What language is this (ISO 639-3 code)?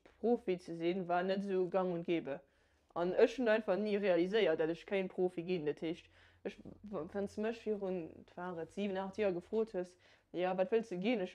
ltz